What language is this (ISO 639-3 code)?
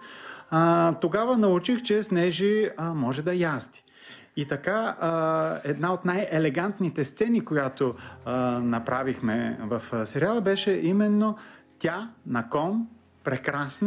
bul